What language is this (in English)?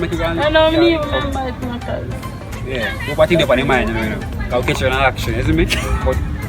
Jamaican Creole English